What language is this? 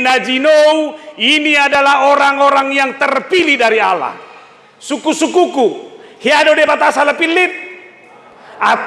Batak Toba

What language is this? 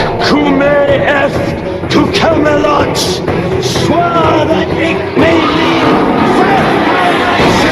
Mizo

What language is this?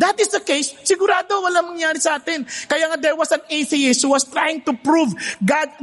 Filipino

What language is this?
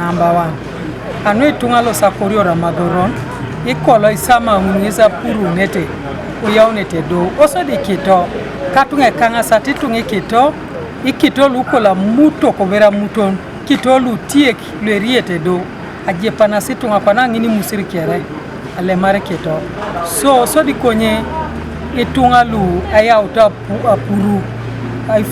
Teso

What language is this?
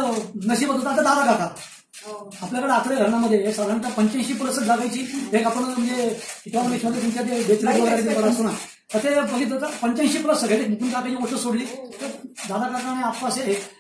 Marathi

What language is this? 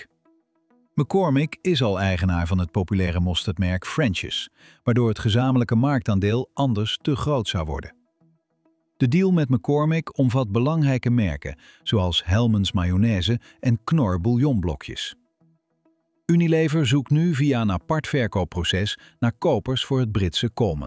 Dutch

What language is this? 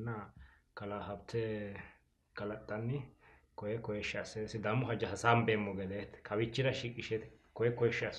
Sidamo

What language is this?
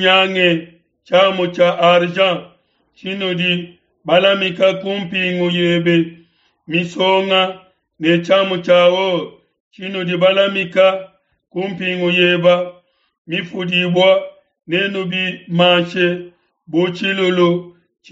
Luba-Lulua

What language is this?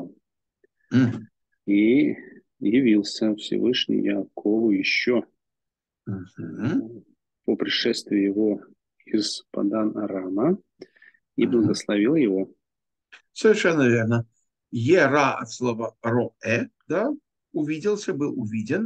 Russian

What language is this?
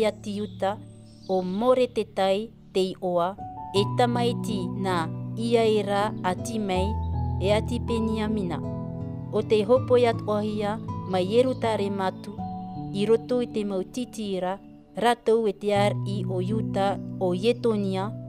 Tahitian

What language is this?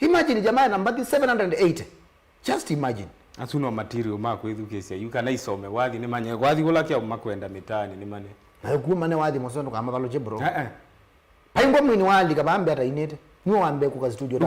Kamba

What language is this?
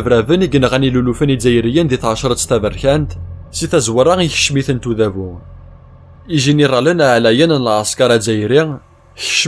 Kabyle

